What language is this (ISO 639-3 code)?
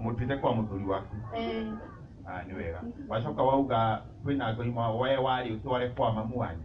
kik